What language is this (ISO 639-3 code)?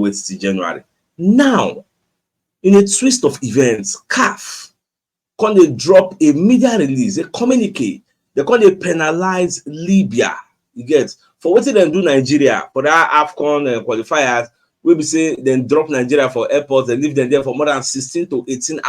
pcm